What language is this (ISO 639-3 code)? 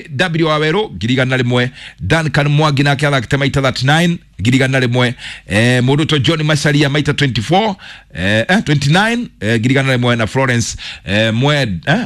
kik